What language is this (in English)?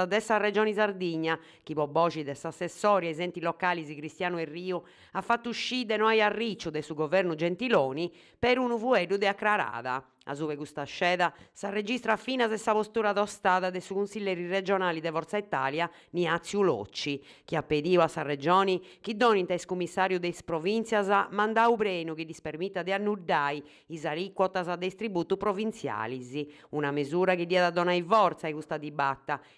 Sardinian